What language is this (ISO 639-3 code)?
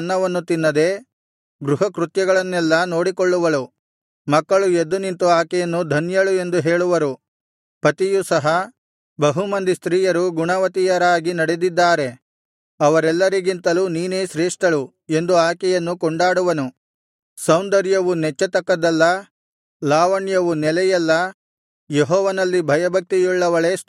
kan